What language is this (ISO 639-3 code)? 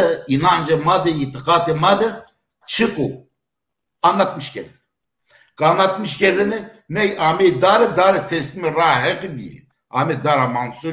zza